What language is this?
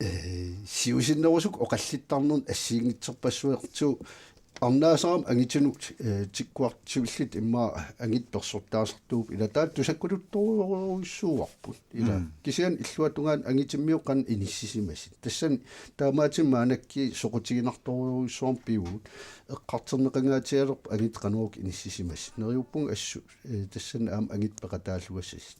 Kalaallisut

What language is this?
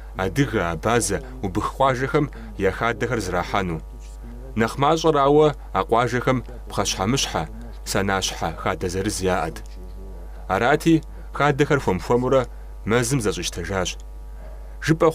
Kabardian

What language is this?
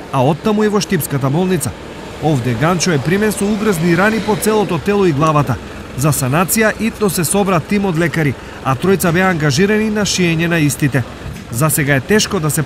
Macedonian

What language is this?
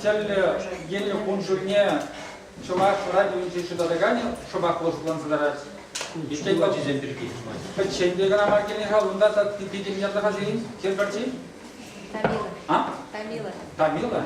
Chuvash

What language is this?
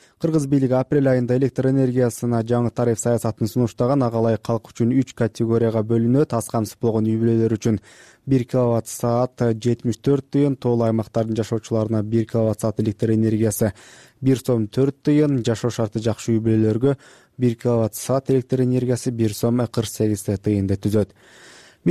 Kyrgyz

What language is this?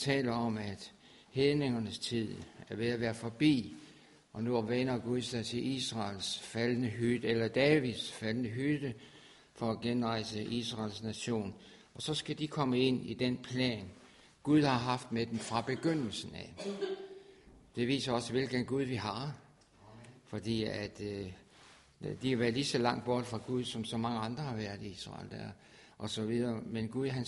Danish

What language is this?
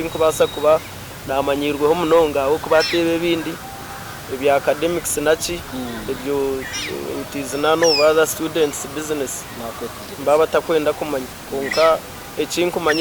Nyankole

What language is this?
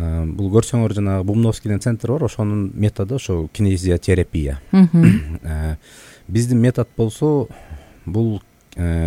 Kyrgyz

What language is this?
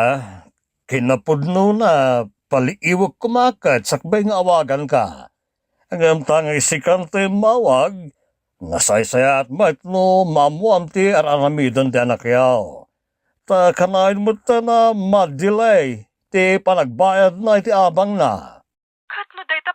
Iloko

